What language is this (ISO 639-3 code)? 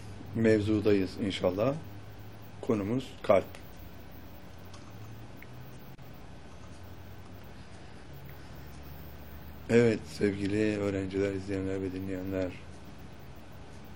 tur